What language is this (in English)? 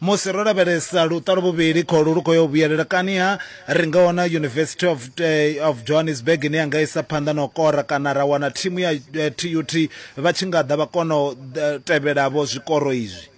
Venda